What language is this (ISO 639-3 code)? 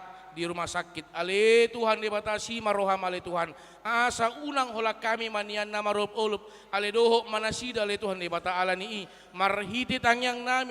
bbc